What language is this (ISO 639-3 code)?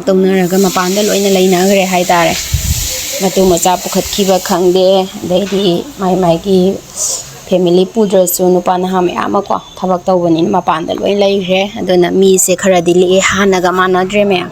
mni